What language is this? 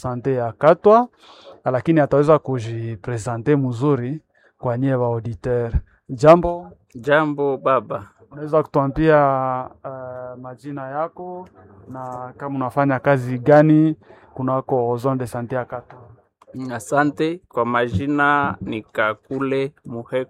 Swahili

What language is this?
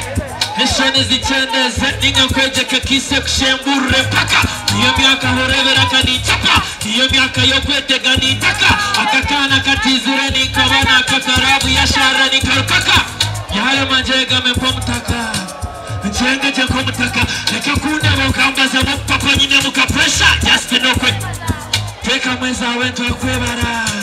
Nyankole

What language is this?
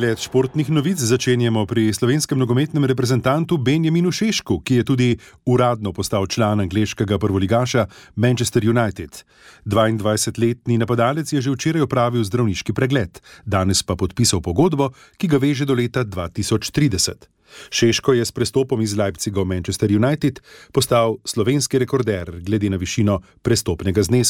Slovenian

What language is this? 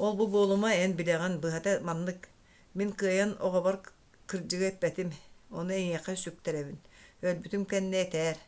Yakut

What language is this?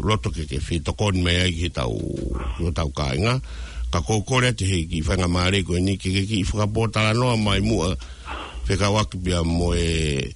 Tongan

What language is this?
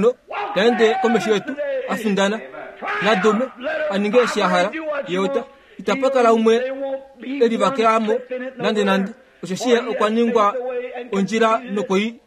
Kuanyama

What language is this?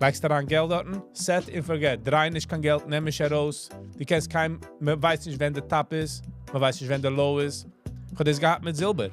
Yiddish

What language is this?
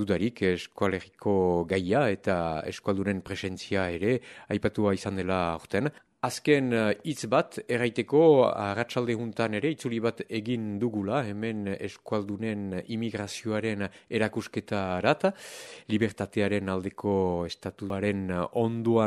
Basque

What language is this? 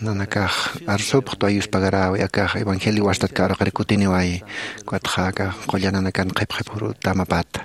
Aymara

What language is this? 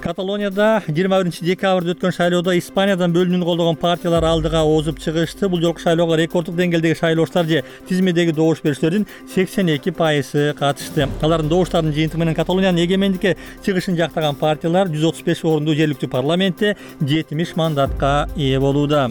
Kyrgyz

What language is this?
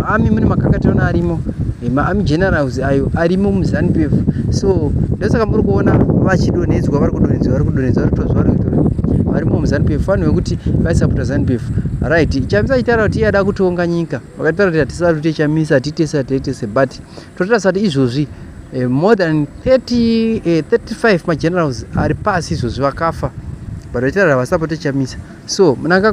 Shona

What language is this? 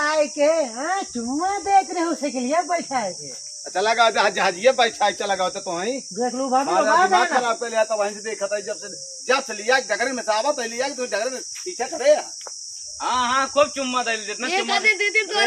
Awadhi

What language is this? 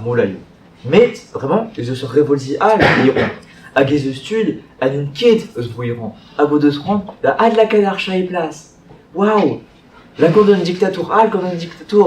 Breton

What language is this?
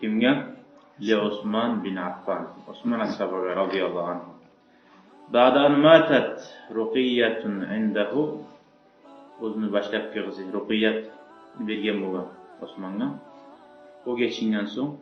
Kumyk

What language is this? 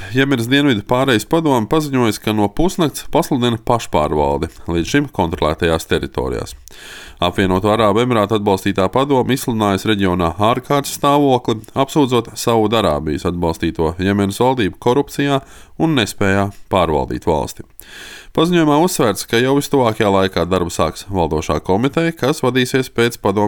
Latvian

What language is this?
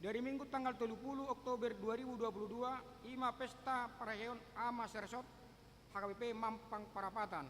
Batak Toba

